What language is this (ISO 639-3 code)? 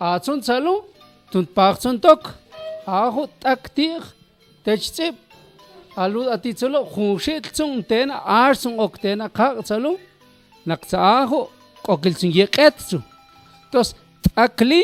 mam